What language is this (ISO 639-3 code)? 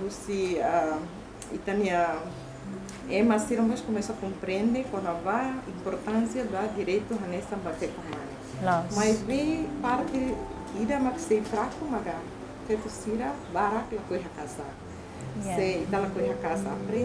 tet